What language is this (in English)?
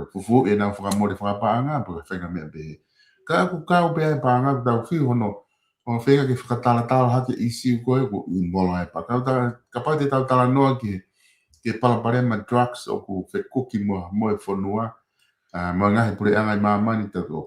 Tongan